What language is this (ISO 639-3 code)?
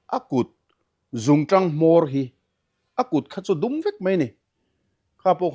lus